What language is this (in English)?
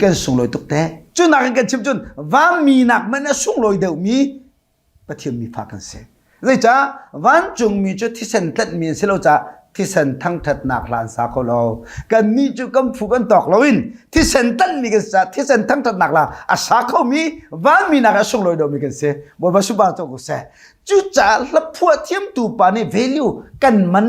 Hakha Chin